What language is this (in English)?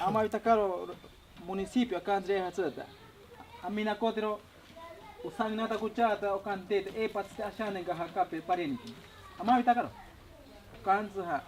Ashéninka Perené